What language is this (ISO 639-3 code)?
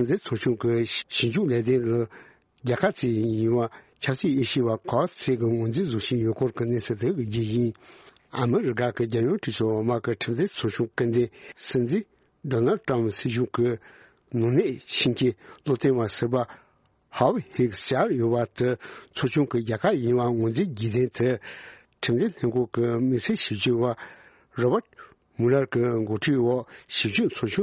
bod